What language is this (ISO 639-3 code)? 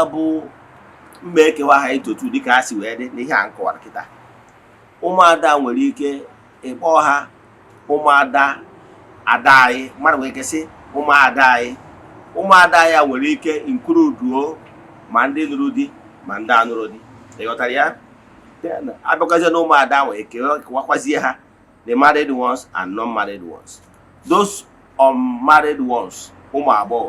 ibo